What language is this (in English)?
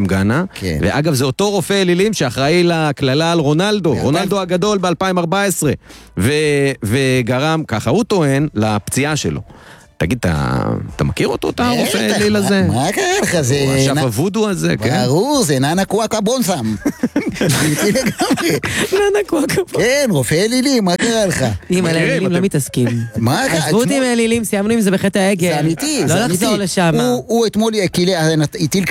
Hebrew